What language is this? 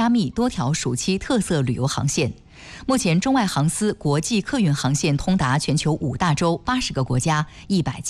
Chinese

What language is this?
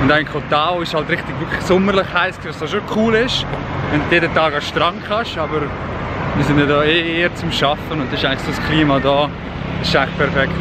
Swiss German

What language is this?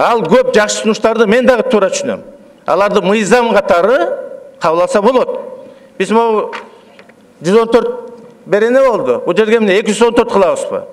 Kyrgyz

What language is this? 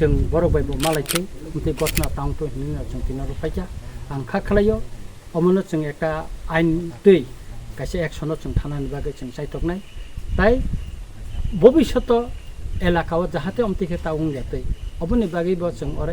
Kok Borok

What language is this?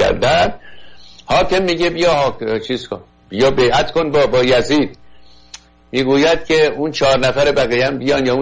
Persian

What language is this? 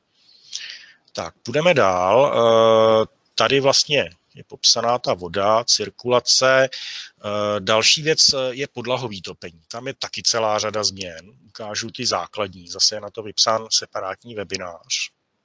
Czech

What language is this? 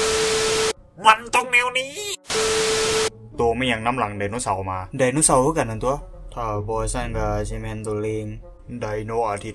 Lao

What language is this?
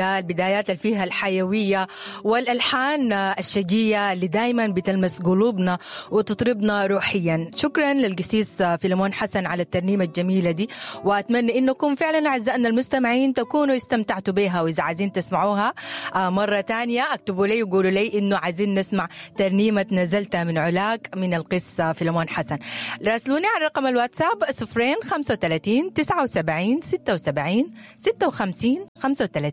Sudanese Arabic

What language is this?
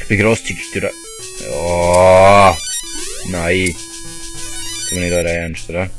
Swiss German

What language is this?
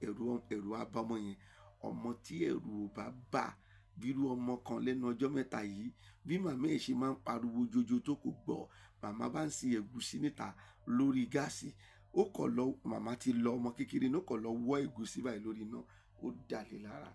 Yoruba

